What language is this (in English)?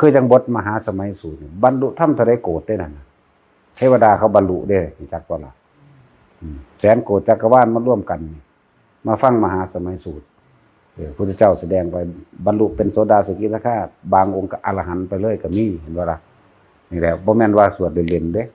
Northeastern Thai